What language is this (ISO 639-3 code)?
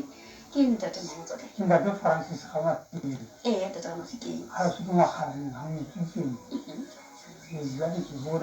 sot